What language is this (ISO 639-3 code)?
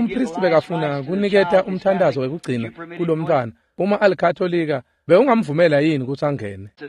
ssw